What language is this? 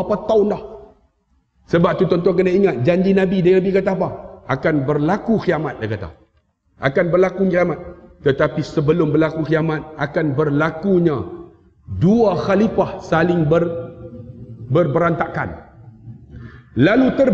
Malay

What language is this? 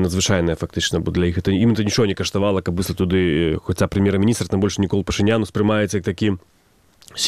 Belarusian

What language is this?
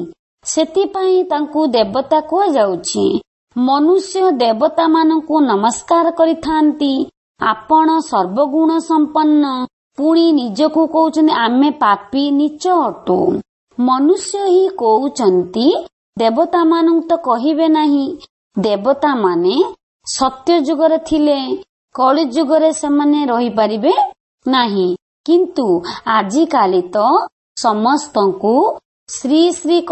Odia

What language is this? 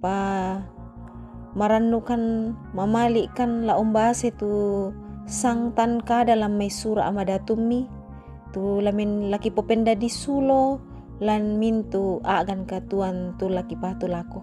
Toraja-Sa'dan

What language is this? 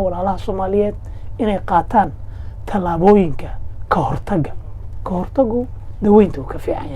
Somali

